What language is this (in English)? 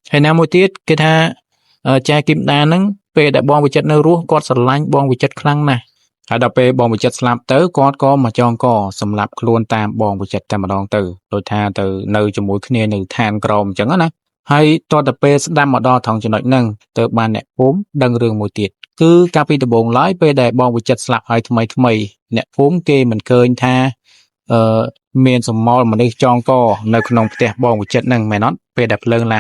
Khmer